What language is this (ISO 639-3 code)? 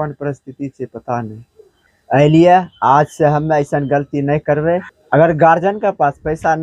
anp